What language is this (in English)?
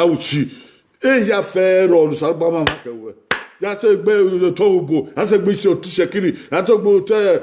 Bini